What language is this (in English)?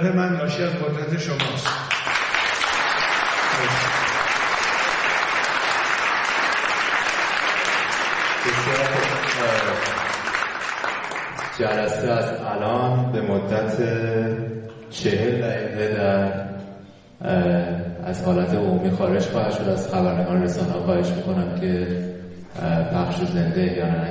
Persian